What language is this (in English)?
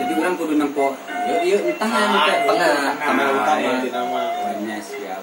Sundanese